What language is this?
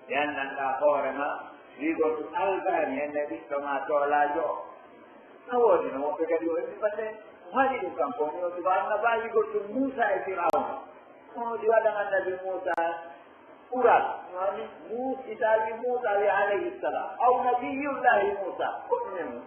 Pular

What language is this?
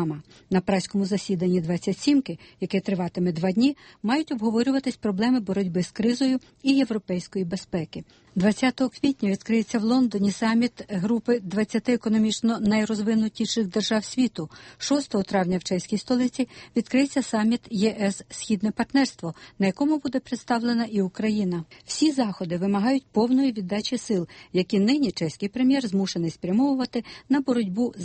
Ukrainian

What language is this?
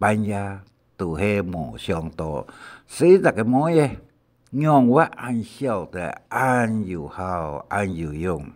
Hakka Chinese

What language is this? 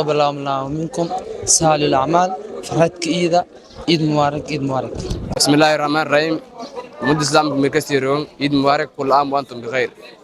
Somali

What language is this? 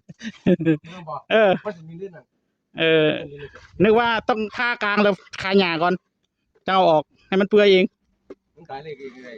Northeastern Thai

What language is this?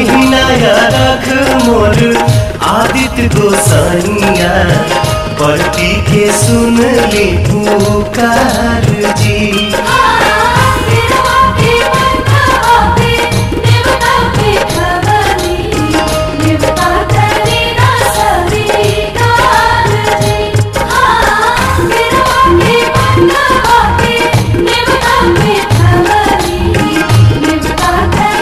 Bhojpuri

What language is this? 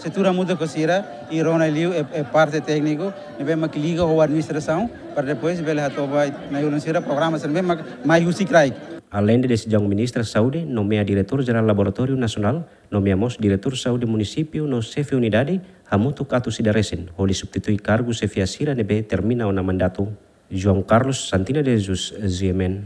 Tetum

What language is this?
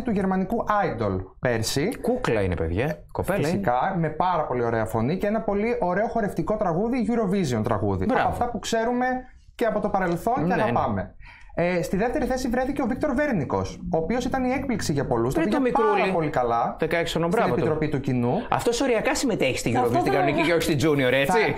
Greek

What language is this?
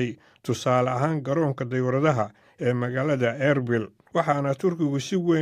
Somali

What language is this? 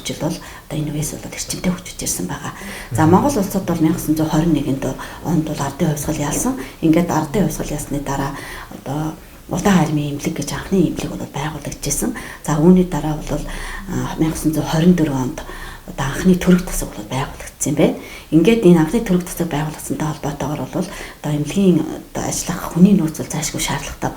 Mongolian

